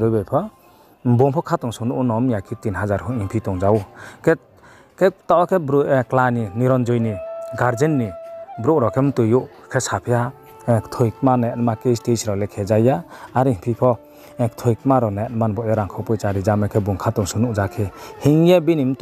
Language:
Riang (India)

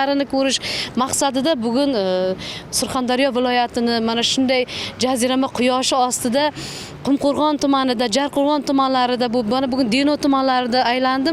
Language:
Uzbek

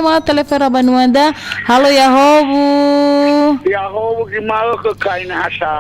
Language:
Nias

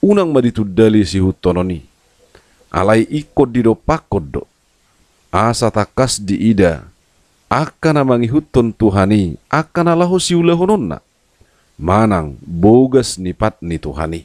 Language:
Batak Toba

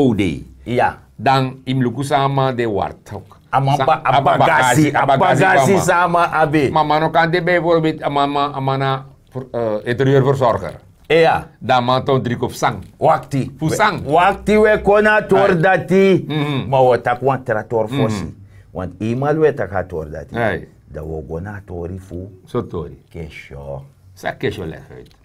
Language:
Sranan Tongo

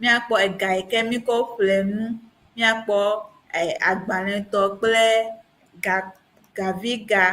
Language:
Ewe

